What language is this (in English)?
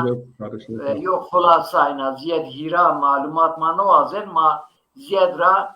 Zaza